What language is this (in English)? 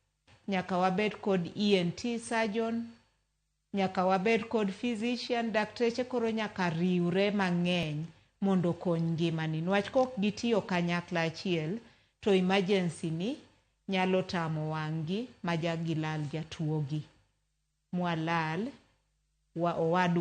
Luo (Kenya and Tanzania)